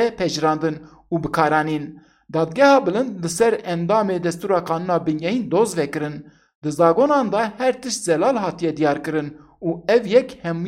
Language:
Kurdish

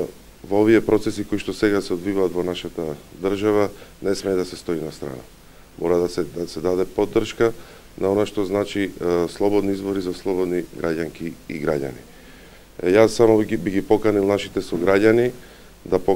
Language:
Macedonian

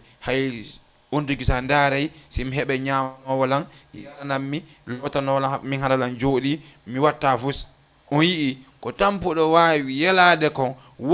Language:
Fula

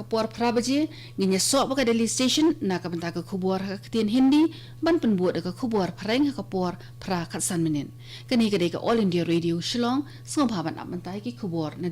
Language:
Khasi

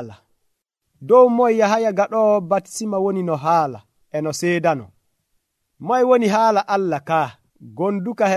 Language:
Nigerian Fulfulde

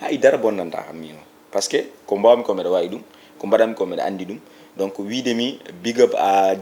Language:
Fula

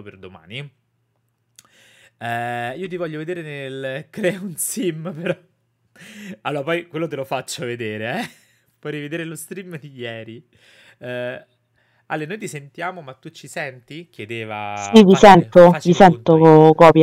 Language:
Italian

